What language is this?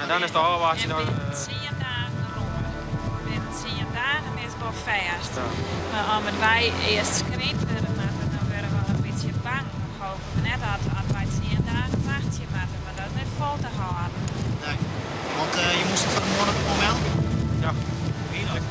Western Frisian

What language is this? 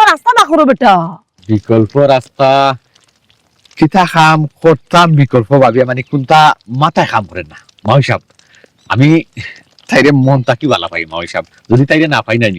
Sylheti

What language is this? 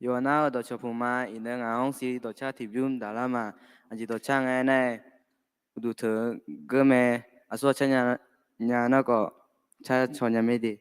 Akha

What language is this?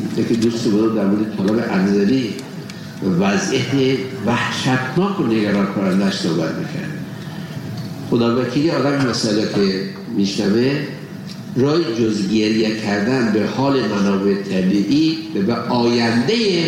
Persian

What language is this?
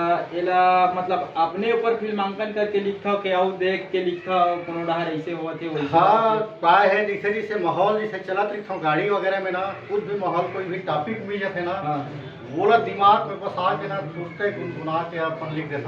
Chhattisgarhi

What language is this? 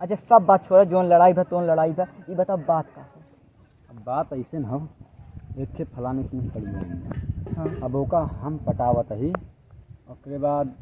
Awadhi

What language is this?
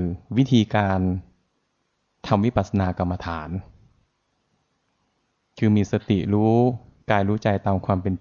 Thai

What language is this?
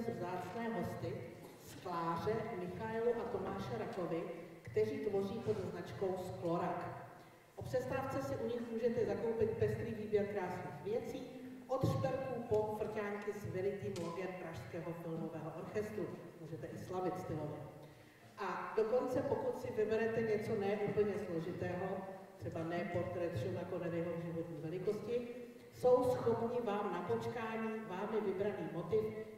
Czech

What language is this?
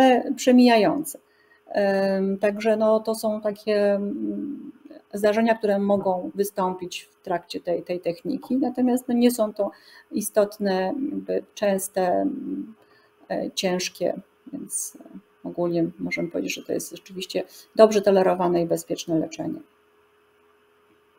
Polish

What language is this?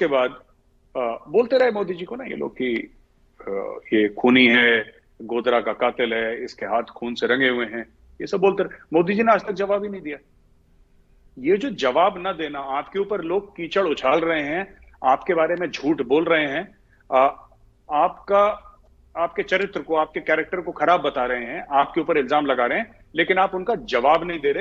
Hindi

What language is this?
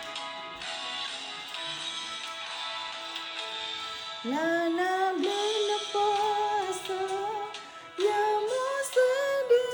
S'gaw Karen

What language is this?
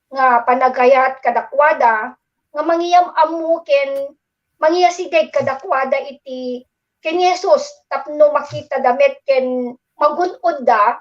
Iloko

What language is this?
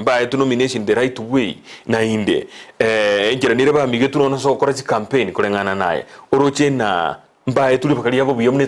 Gusii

